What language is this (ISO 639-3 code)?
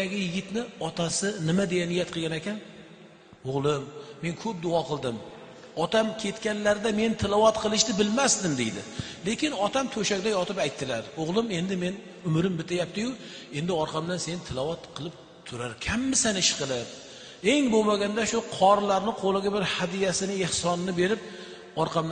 uzb